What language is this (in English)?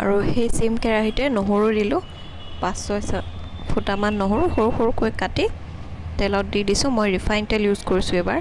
Assamese